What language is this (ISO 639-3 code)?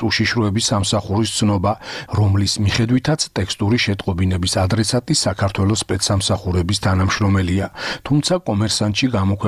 kat